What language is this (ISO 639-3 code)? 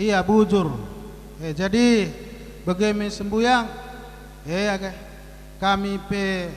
btx